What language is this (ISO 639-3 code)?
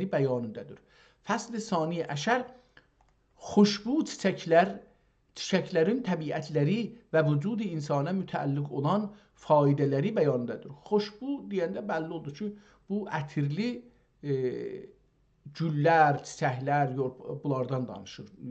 azb